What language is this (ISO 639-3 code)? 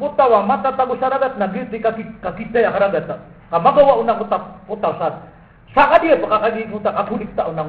mrw